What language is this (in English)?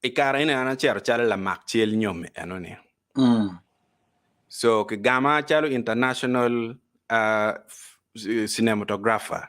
Acoli